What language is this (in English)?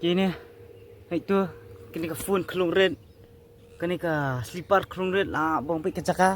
Khasi